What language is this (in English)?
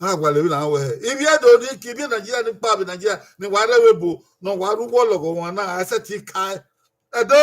Bini